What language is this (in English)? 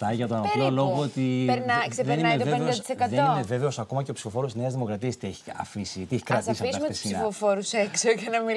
Greek